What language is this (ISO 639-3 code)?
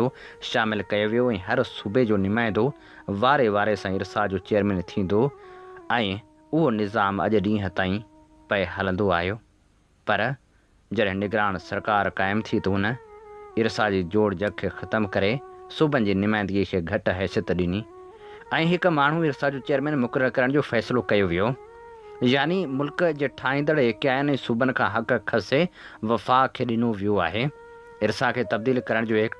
snd